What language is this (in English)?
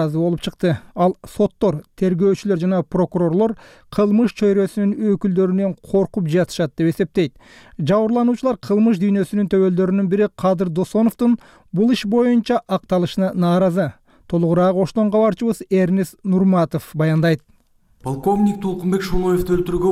Kyrgyz